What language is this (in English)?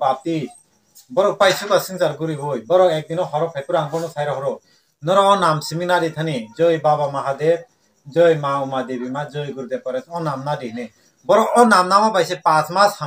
Kok Borok